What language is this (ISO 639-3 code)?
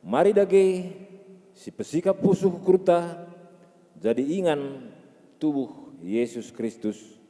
btx